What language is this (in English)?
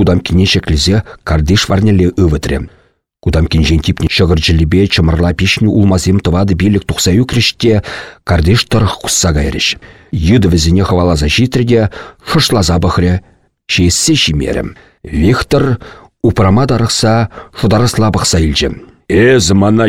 Chuvash